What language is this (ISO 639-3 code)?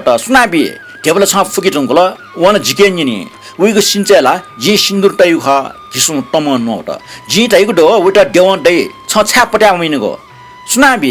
new